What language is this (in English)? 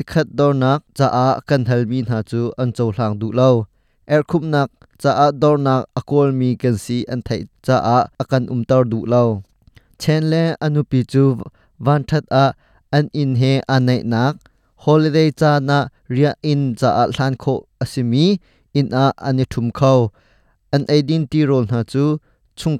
Hakha Chin